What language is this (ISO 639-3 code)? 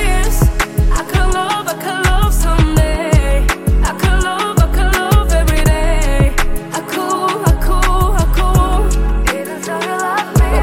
kaz